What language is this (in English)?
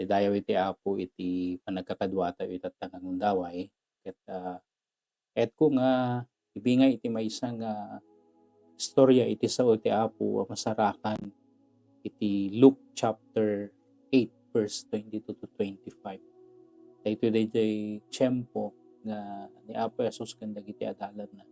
Iloko